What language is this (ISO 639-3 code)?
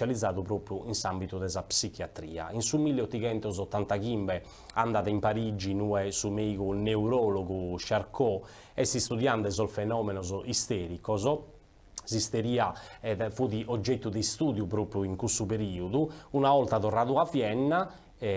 srd